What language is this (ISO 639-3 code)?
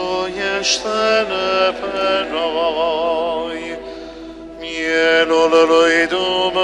ron